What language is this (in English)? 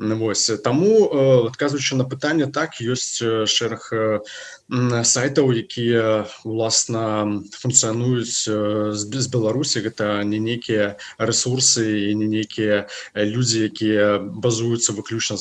Belarusian